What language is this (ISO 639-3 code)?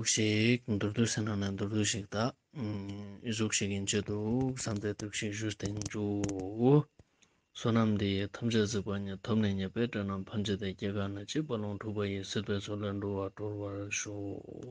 lbj